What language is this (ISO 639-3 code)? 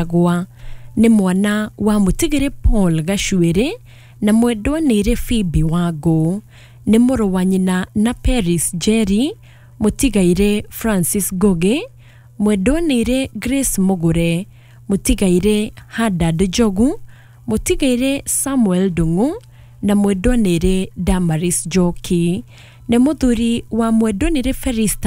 kik